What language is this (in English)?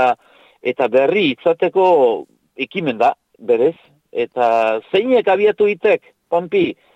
Basque